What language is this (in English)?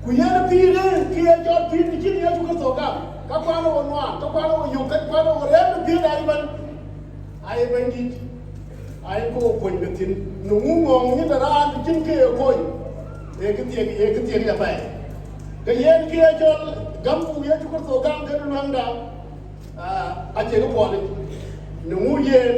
Dinka